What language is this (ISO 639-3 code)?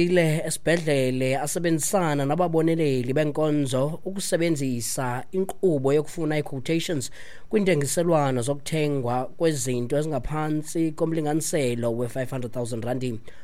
xho